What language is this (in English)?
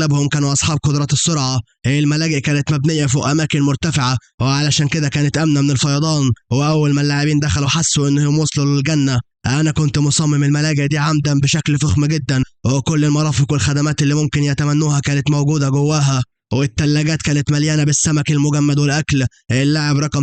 Egyptian Arabic